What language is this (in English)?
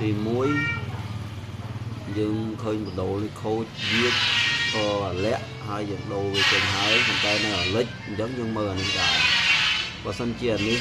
Khmer